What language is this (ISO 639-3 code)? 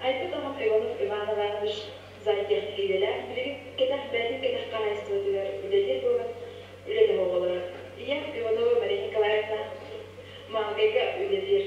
sah